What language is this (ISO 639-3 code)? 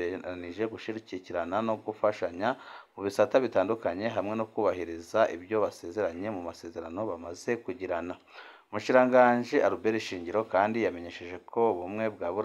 run